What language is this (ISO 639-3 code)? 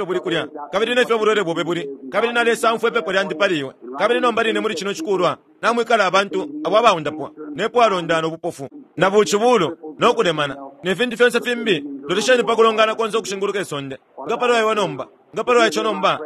bem